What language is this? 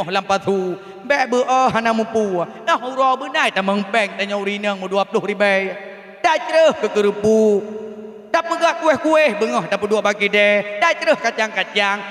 Achinese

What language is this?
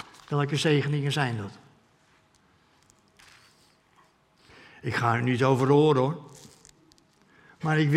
Dutch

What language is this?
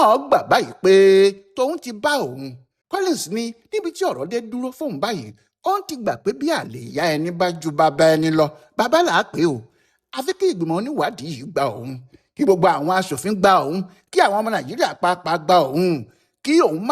Yoruba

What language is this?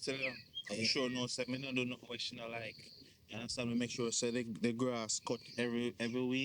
Jamaican Creole English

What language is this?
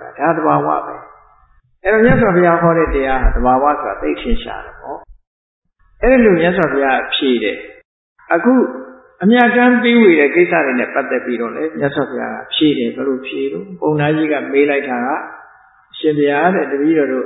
Burmese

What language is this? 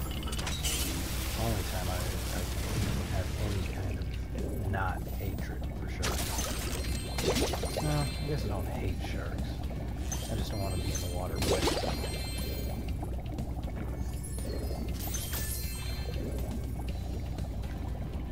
English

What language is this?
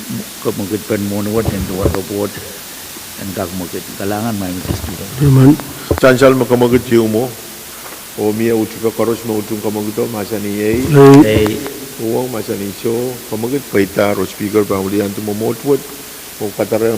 Pohnpeian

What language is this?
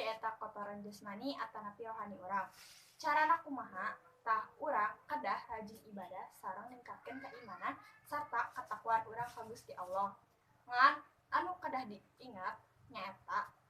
Sundanese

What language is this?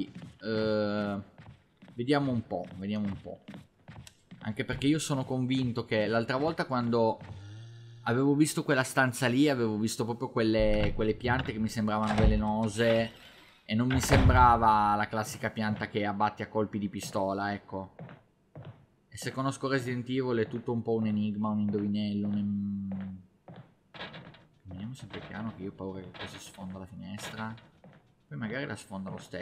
Italian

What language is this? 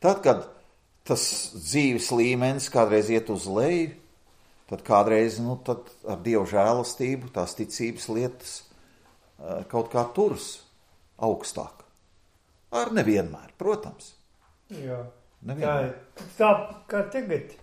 Latvian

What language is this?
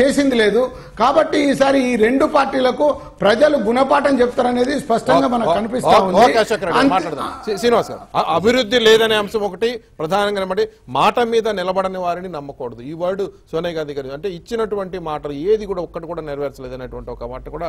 Telugu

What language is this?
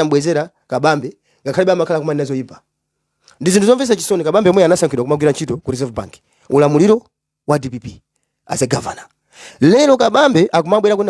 Nyanja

